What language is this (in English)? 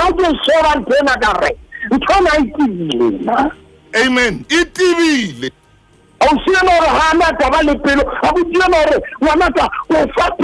Southern Sotho